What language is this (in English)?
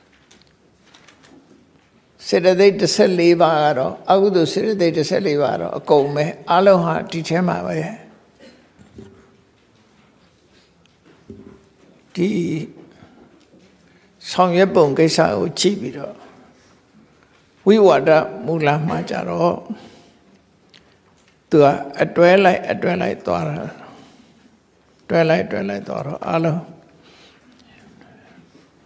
Burmese